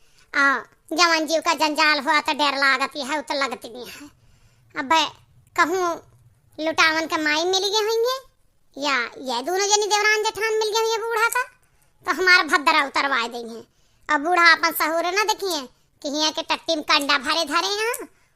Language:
Awadhi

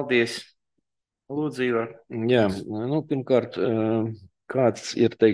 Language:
Latvian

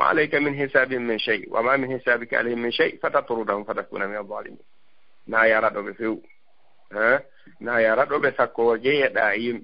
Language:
Fula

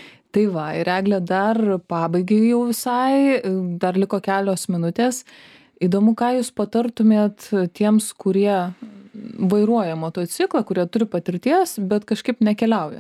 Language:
Lithuanian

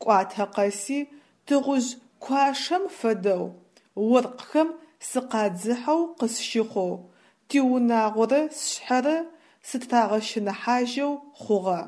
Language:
Adyghe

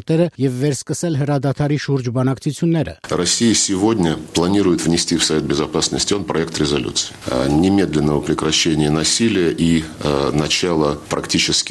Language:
Armenian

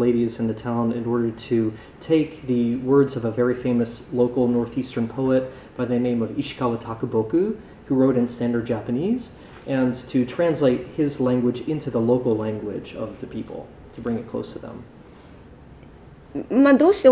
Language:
English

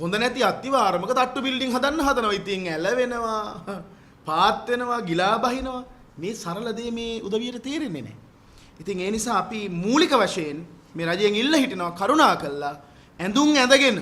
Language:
Sinhala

